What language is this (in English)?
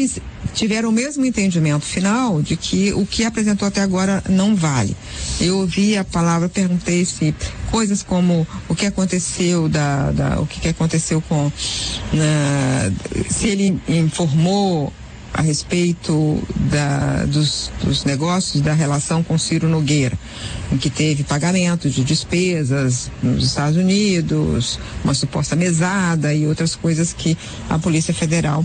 Portuguese